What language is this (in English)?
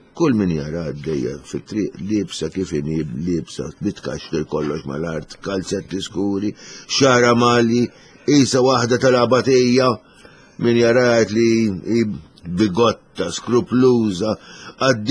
Maltese